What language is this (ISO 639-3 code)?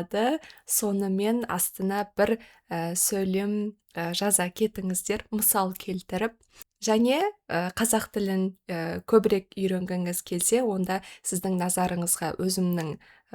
kaz